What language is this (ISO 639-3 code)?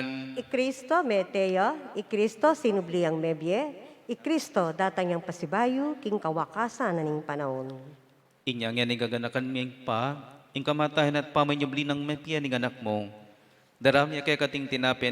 pam